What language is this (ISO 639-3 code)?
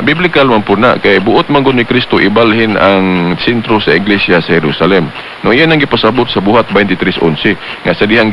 ceb